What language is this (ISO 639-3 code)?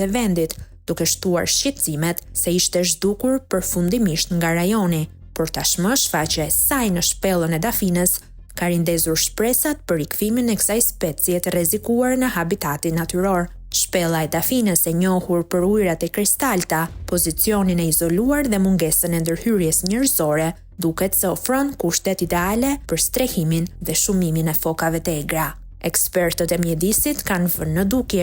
sqi